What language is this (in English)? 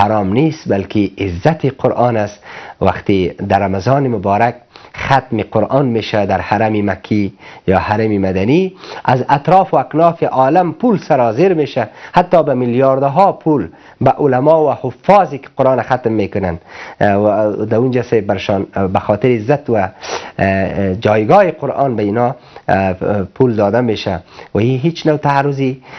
Persian